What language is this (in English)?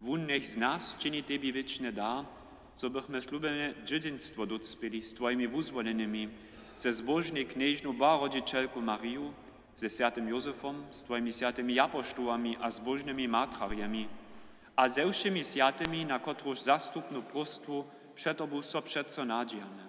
Upper Sorbian